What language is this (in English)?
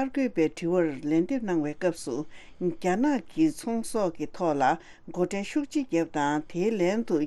Tibetan